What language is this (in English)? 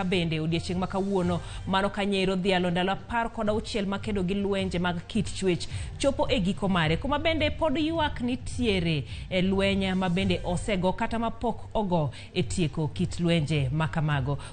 Luo (Kenya and Tanzania)